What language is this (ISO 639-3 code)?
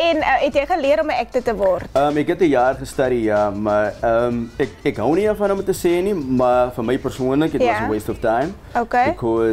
afr